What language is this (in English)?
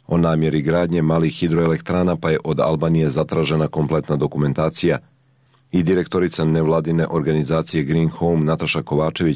Serbian